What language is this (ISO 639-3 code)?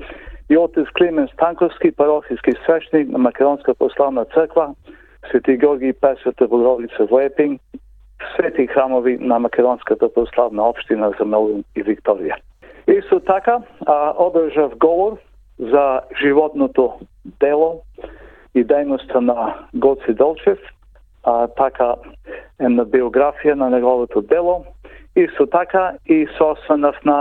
mkd